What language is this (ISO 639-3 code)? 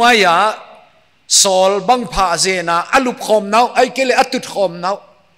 pck